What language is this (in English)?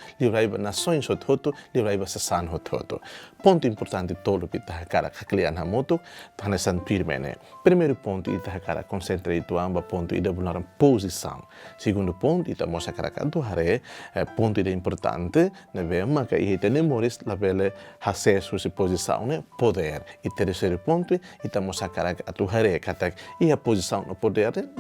Tetum